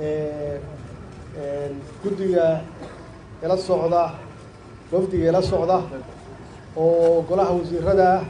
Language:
Somali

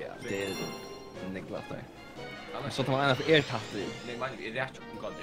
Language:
Faroese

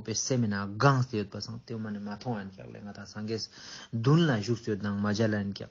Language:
Ladakhi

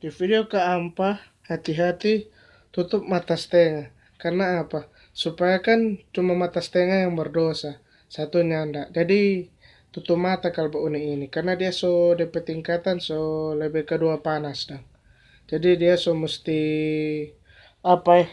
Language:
Manado Malay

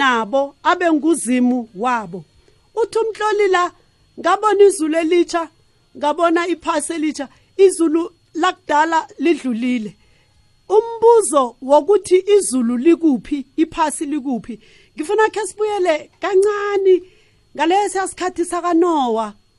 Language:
South Ndebele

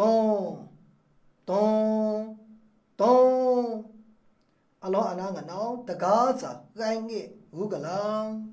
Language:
Maru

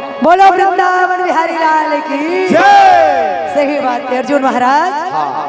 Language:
Chhattisgarhi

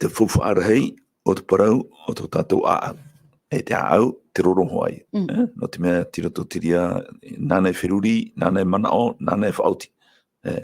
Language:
Tahitian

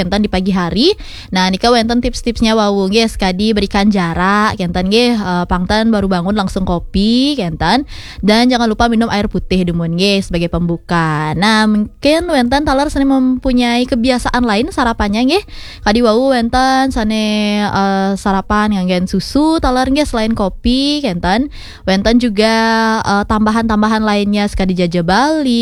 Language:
Balinese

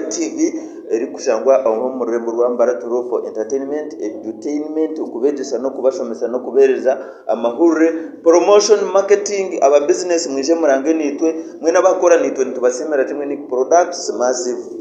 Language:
Nyankole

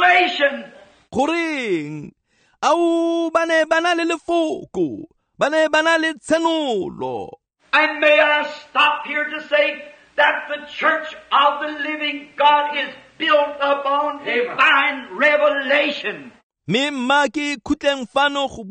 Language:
Tswana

